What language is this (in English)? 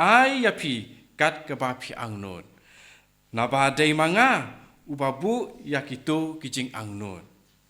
Khasi